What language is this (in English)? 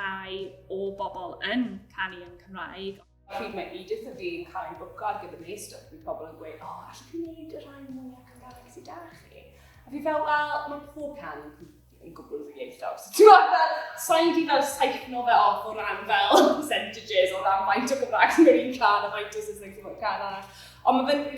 Welsh